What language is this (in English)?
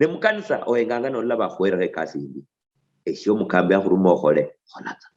Luyia